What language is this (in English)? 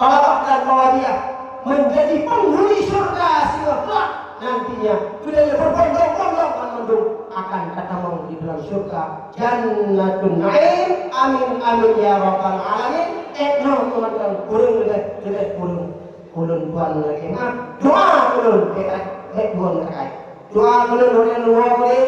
Achinese